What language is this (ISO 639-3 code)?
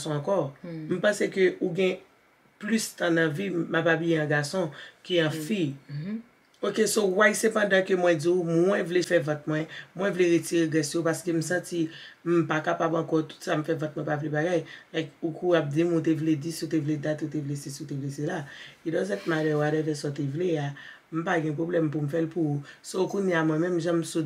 hat